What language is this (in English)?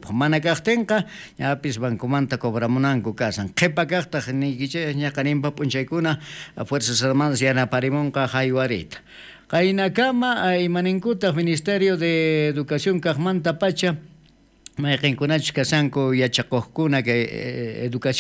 South Bolivian Quechua